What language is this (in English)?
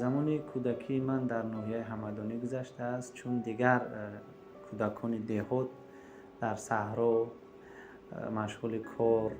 Tajik